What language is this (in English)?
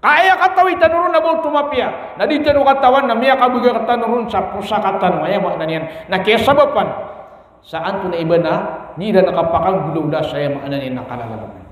Maranao